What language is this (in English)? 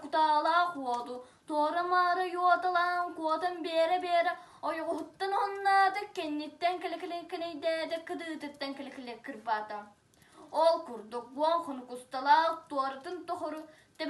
Yakut